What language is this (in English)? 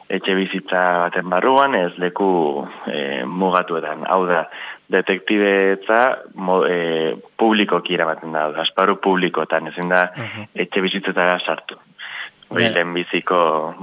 Basque